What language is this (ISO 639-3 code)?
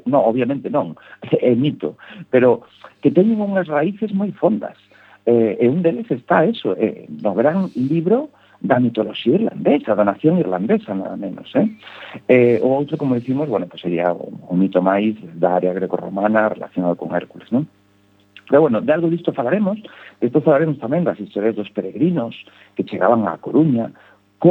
glg